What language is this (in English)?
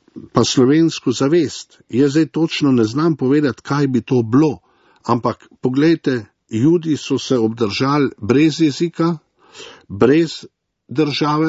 Slovenian